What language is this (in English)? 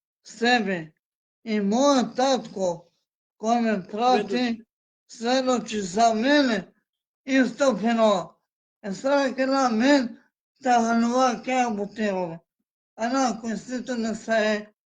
Balkan Romani